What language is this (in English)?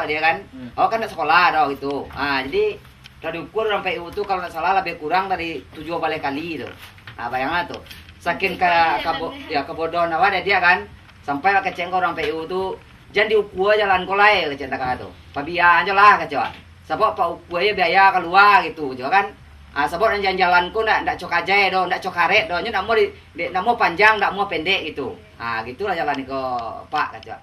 Minangkabau